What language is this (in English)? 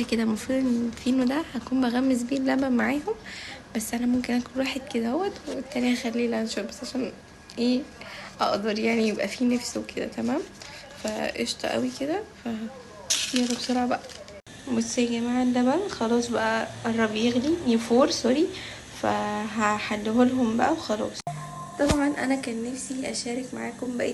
Egyptian Arabic